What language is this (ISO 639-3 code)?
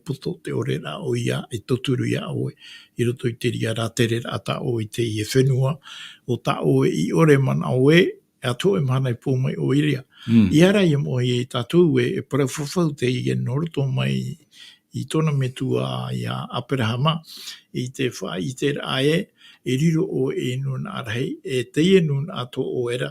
tah